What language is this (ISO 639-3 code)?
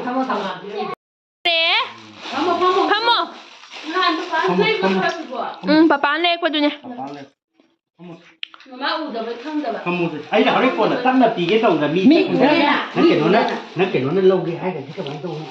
mni